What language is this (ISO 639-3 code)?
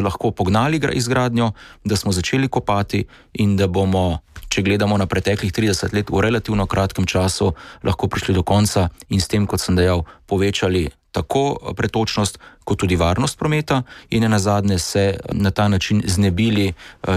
slv